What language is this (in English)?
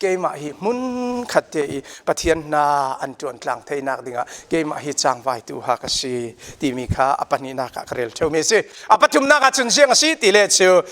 Falam Chin